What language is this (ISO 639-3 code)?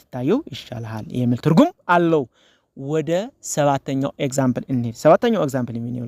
amh